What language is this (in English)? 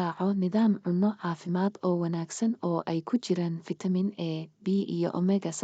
Somali